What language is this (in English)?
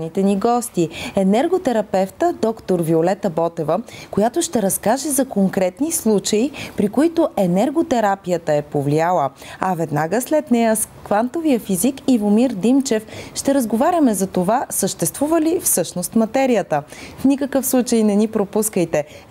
Bulgarian